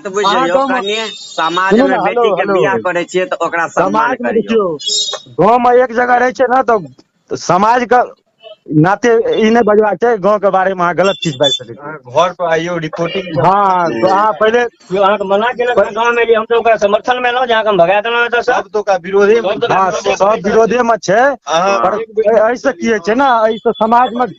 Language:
Maithili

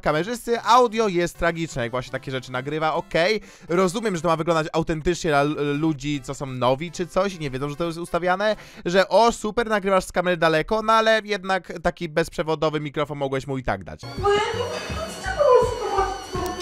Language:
Polish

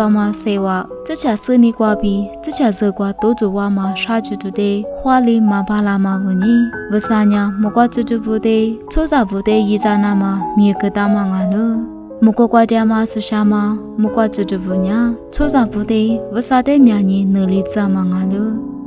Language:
Lisu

